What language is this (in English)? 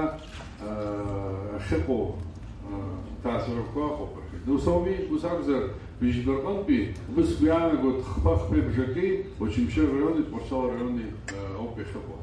Abkhazian